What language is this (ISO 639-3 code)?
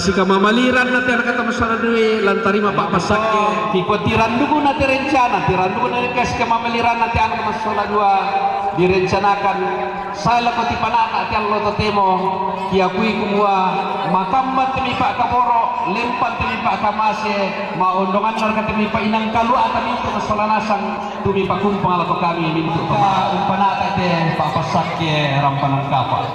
sda